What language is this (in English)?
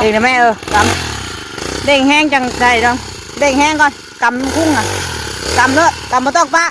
Northeastern Thai